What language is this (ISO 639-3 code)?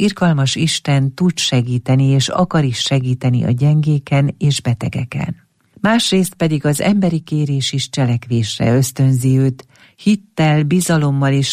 hun